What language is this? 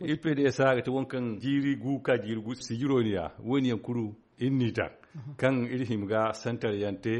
Zarma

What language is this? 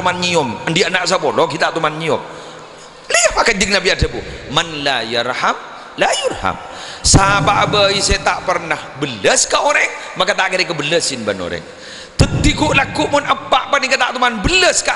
Madurese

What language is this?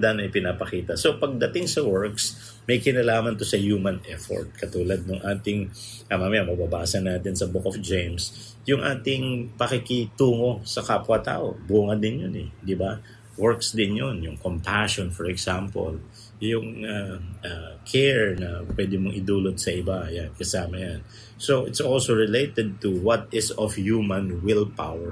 Filipino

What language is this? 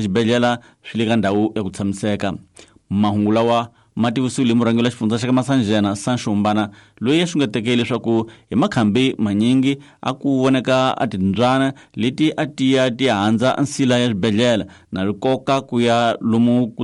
Tsonga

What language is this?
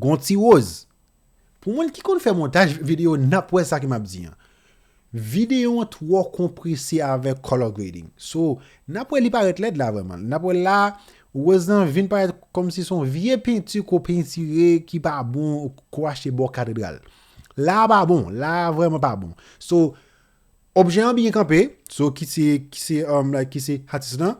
Haitian Creole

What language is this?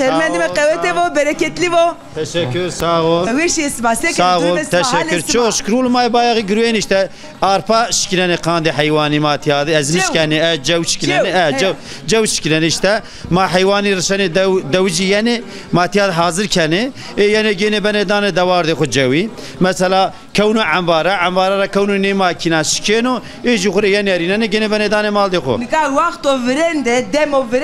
Zaza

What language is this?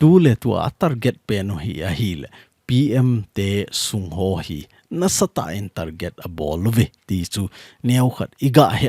Thado Chin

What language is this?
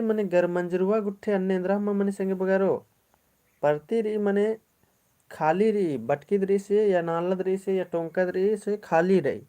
Kurukh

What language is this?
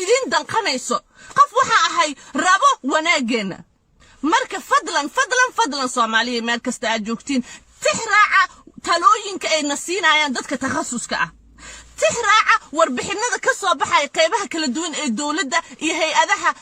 Somali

